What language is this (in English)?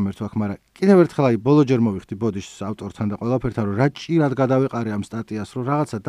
Georgian